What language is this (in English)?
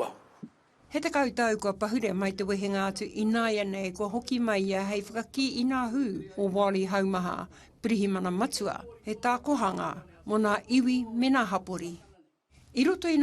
Māori